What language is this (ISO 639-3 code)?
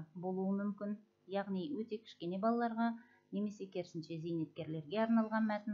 kaz